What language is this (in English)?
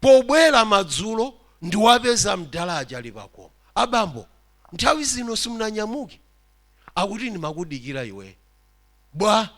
Nyanja